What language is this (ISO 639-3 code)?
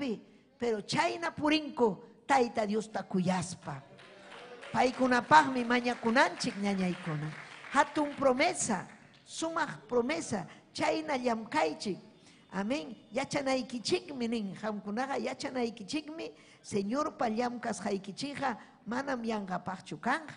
quy